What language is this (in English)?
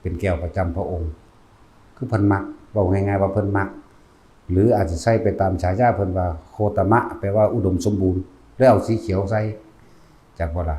Lao